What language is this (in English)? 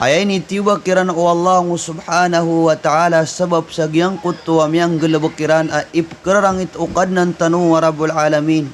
Maranao